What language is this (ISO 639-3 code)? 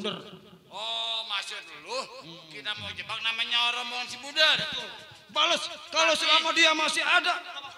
bew